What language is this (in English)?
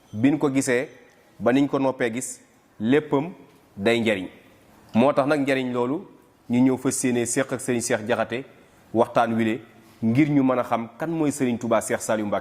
Wolof